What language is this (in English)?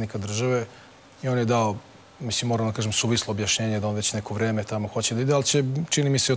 Serbian